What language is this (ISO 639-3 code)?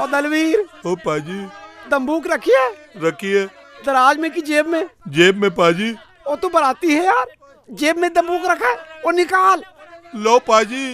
hne